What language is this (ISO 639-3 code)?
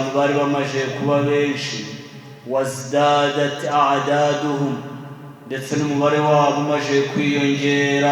kin